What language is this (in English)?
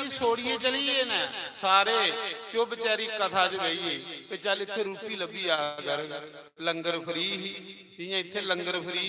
Dogri